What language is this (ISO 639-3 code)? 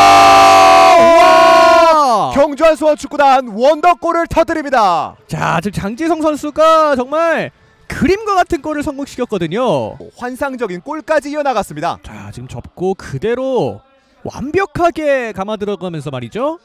kor